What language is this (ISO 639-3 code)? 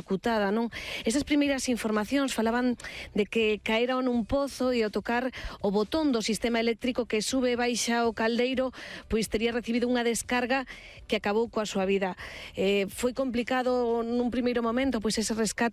glg